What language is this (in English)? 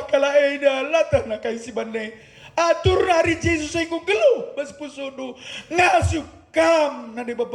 Batak Karo